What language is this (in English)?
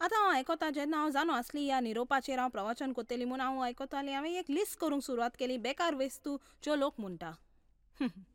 Konkani